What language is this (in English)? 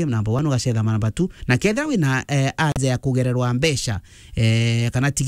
Meru